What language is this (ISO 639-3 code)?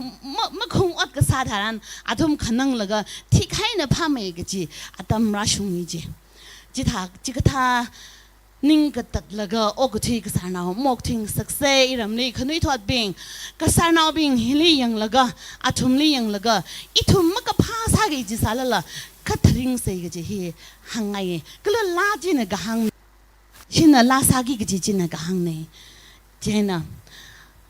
nmf